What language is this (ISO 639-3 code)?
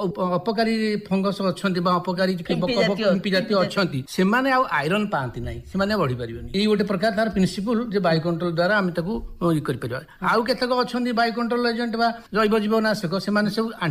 ori